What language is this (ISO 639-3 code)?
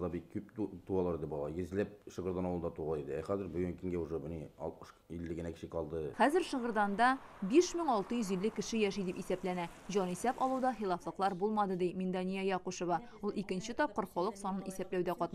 tat